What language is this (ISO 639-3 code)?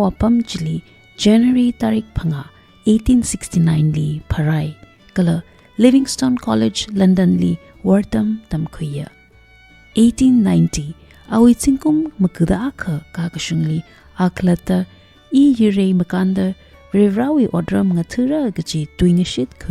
nmf